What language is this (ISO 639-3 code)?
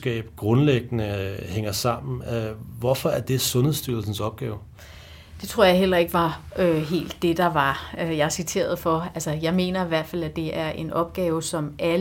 dan